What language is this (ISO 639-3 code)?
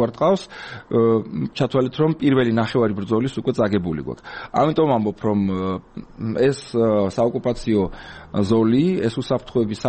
kat